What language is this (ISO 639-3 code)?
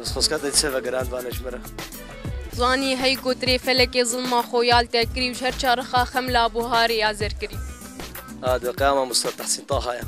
kur